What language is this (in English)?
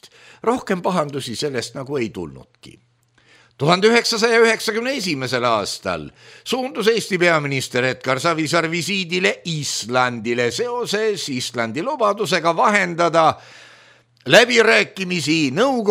Estonian